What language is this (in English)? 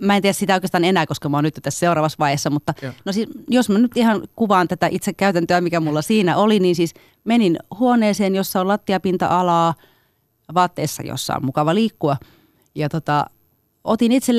Finnish